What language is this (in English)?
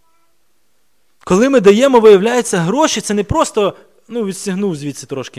Ukrainian